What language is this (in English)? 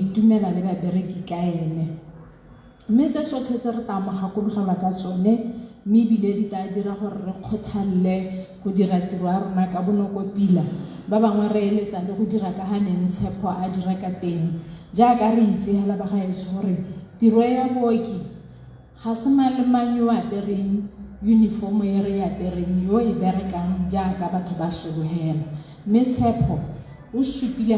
Tswana